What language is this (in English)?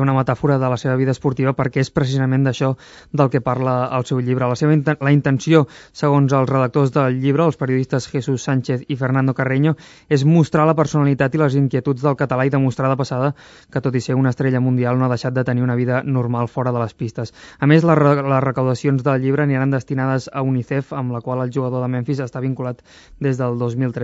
Catalan